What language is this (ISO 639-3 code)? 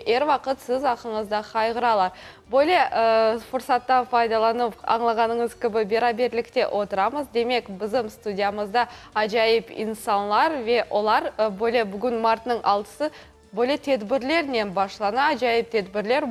crh